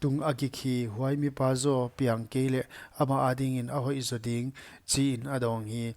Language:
Paite Chin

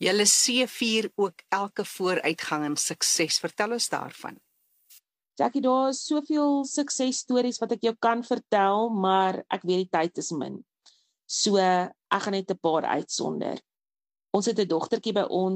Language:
Afrikaans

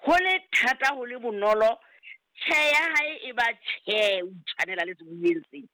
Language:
Southern Sotho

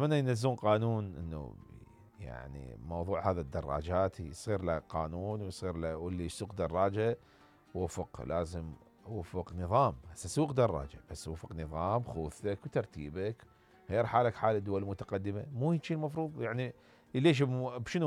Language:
Mesopotamian Arabic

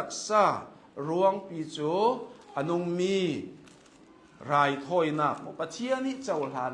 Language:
Hakha Chin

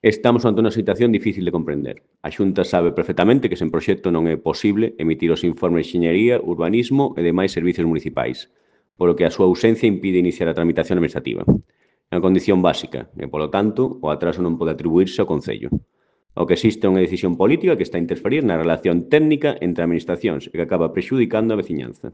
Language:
Galician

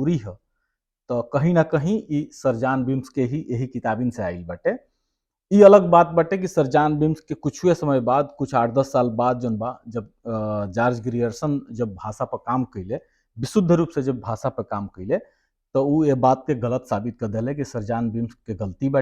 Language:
Bhojpuri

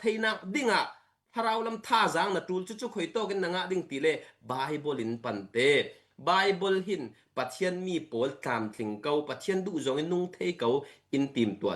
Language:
Falam Chin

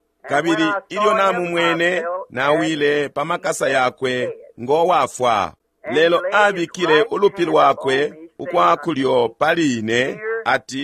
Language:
Bemba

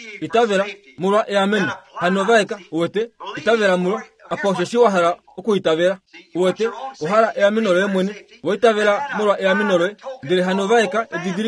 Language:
Kuanyama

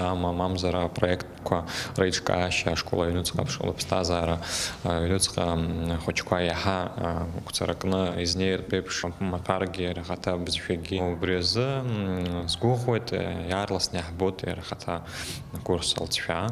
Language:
Abkhazian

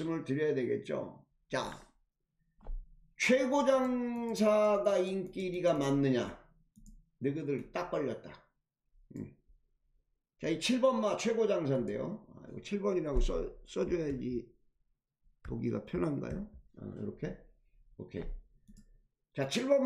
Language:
Korean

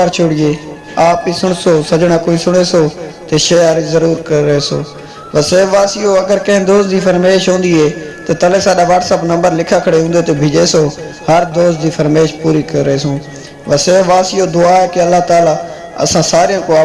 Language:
Saraiki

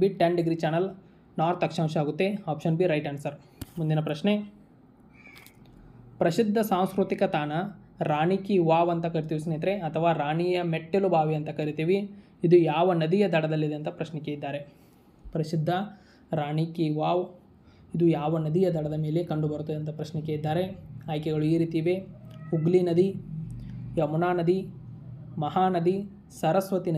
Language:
Kannada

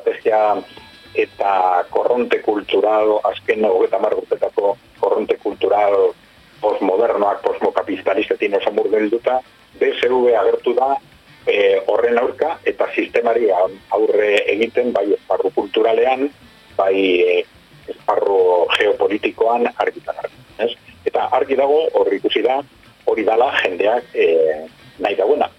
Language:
Basque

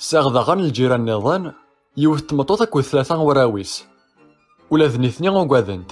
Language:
Kabyle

